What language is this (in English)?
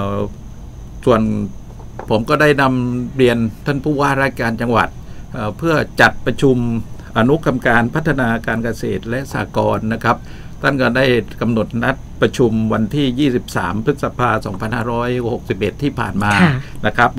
Thai